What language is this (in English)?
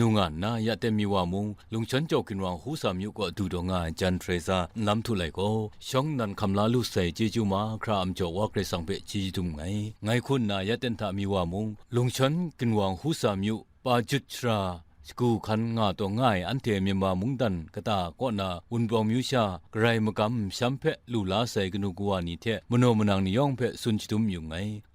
Kachin